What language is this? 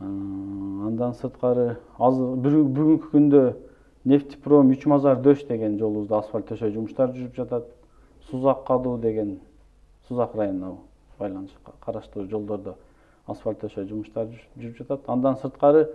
Kyrgyz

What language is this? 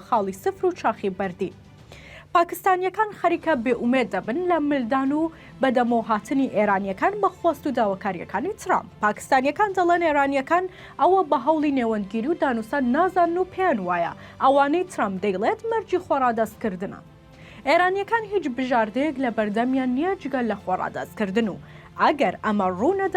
Central Kurdish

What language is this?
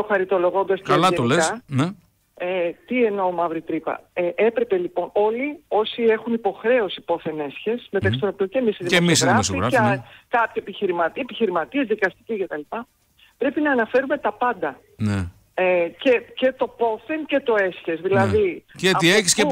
Greek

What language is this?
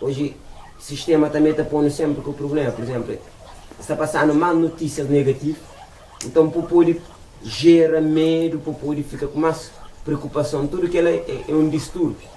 Kabuverdianu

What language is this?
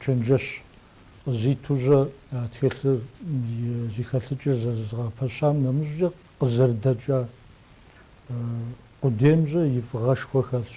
Kabardian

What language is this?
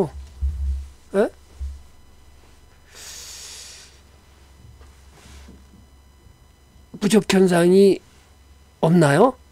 Korean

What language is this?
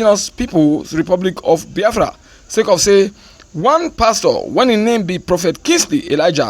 Nigerian Pidgin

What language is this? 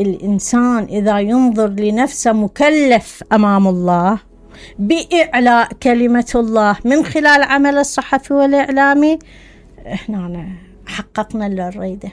Mesopotamian Arabic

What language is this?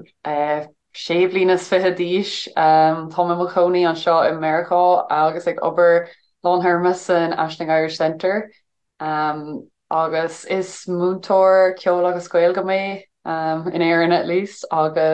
Irish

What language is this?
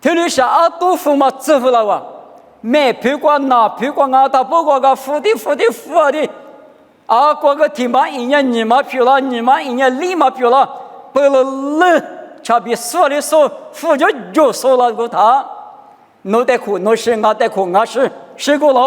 Lisu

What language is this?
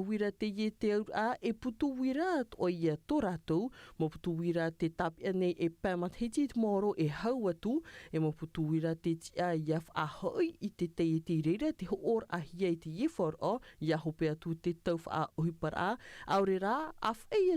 Tahitian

